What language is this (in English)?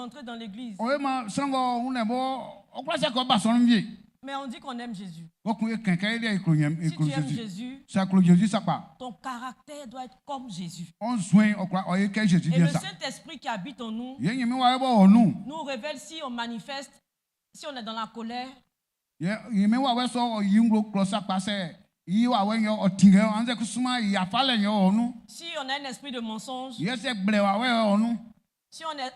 Baoulé